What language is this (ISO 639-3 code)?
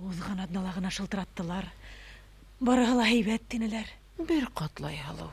bak